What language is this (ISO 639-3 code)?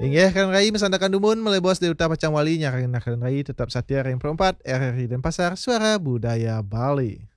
ban